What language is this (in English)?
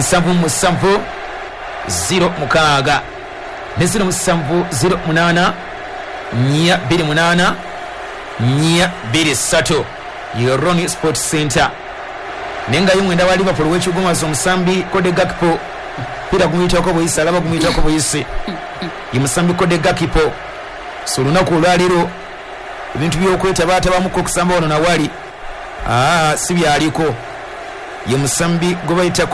Ganda